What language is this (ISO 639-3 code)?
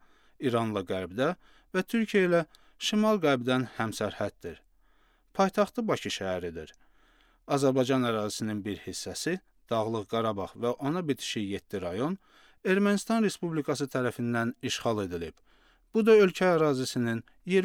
aze